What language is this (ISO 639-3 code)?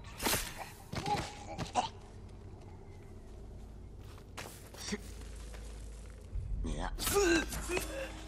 jpn